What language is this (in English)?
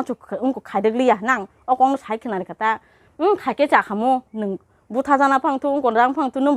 Kok Borok